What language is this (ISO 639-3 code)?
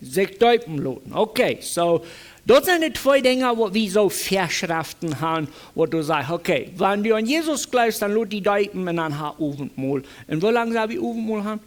pdt